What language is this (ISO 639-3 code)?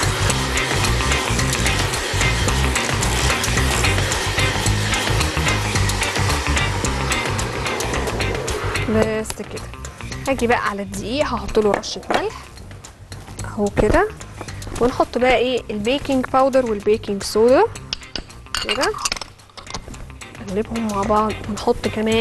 arz